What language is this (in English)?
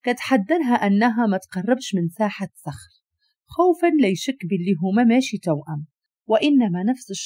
Moroccan Arabic